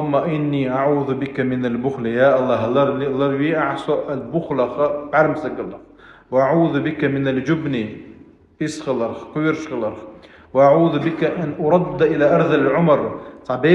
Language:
Chechen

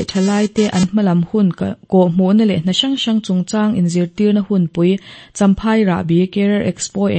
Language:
Mizo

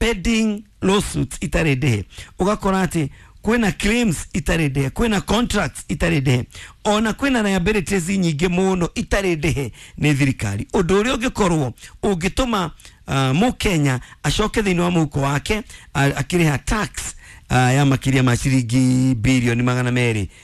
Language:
Kikuyu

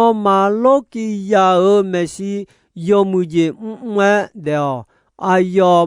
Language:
Akha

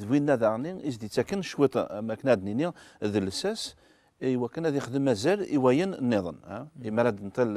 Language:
Kabyle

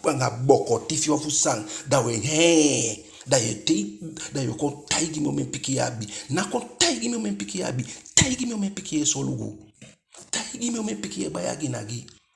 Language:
Eastern Maroon Creole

